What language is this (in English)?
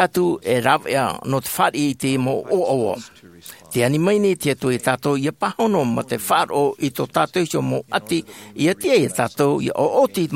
Tahitian